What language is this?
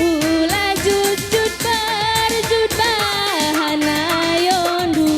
Batak Karo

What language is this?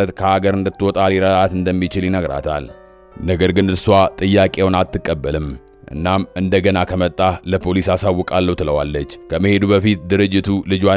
Amharic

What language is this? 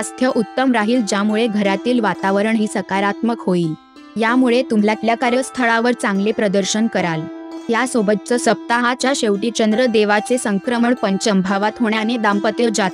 Marathi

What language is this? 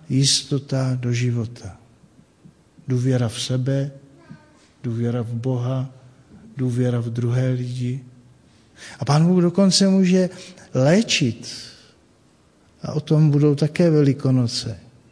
Czech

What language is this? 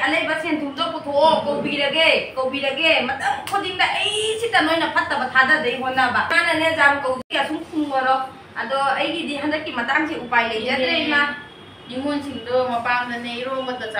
Manipuri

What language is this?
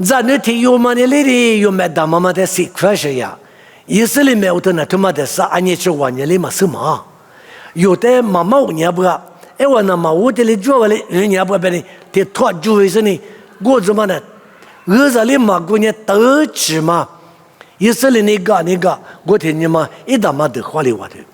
Lisu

